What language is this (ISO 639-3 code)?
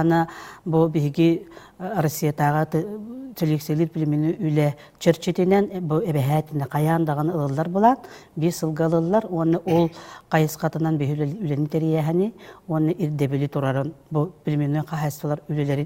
sah